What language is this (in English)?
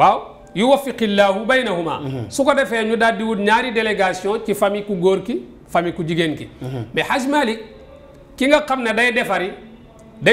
Wolof